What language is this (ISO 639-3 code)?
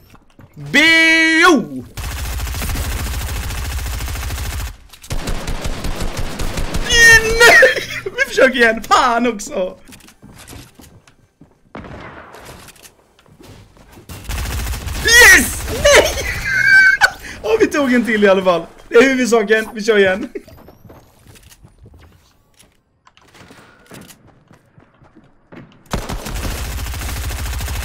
swe